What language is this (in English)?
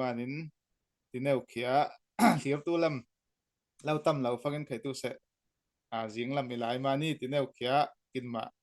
Falam Chin